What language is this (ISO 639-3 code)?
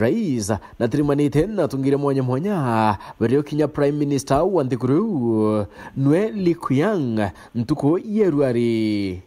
mer